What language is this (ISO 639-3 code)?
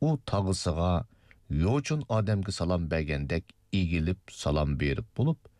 uig